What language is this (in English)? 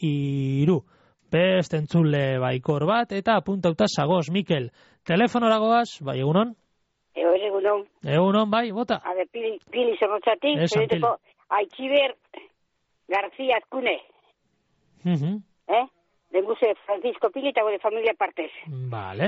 Basque